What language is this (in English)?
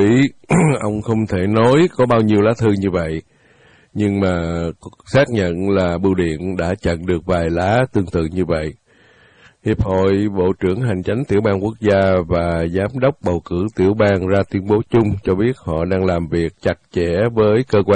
Vietnamese